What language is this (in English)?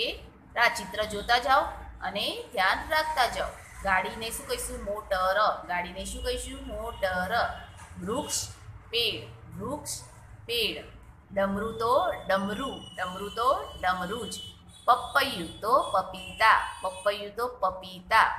Gujarati